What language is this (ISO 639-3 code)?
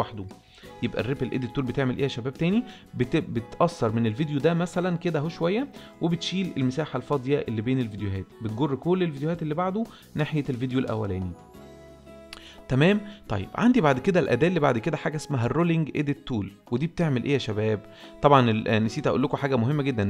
arz